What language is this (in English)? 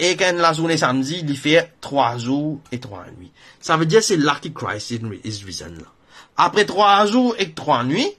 Morisyen